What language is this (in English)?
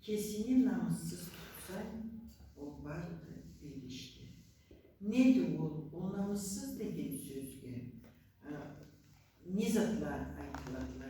Karachay-Balkar